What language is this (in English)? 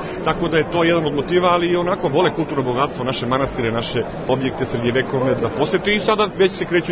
Serbian